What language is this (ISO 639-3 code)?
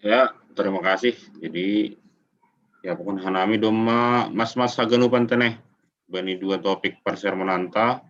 bts